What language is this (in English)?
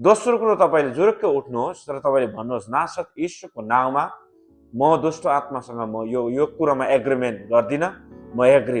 Nepali